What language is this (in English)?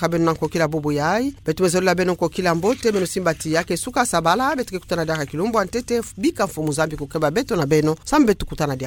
Kituba (Democratic Republic of Congo)